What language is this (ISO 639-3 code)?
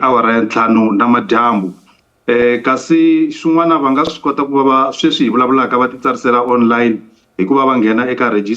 tso